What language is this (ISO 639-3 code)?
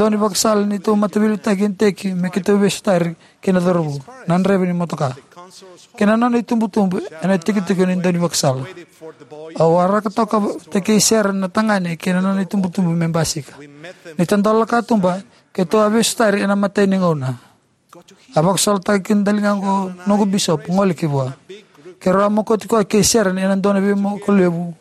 fij